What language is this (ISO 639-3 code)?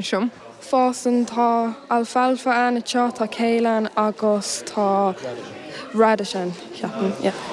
gle